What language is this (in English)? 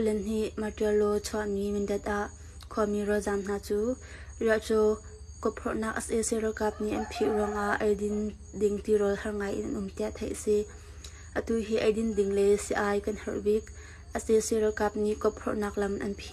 Hakha Chin